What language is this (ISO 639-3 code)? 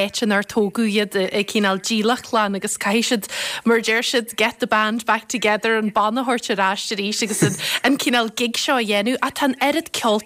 gle